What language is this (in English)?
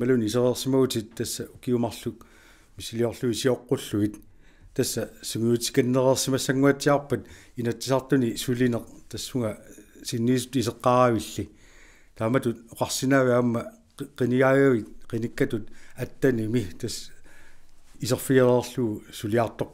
Kalaallisut